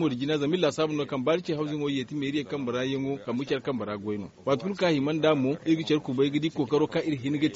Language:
Zarma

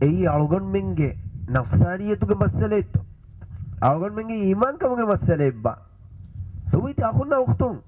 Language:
Divehi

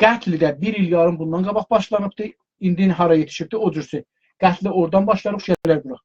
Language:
South Azerbaijani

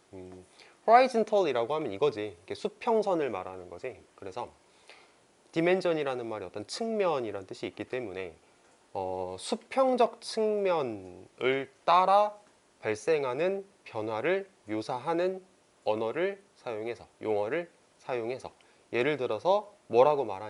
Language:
Korean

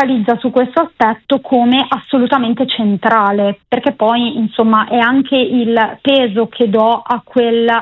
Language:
Italian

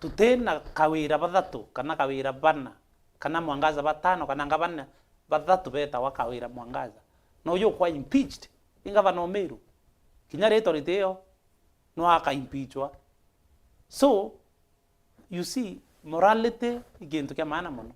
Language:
Meru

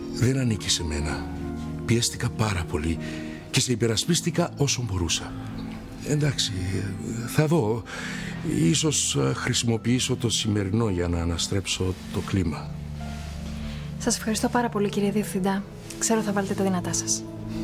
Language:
Greek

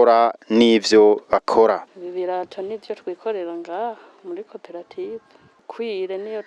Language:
Rundi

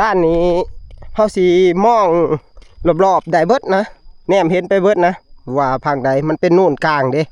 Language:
Northeastern Thai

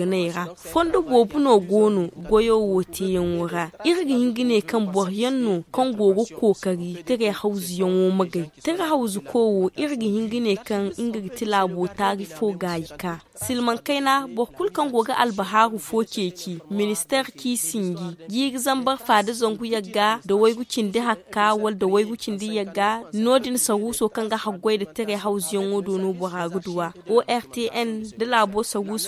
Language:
Zarma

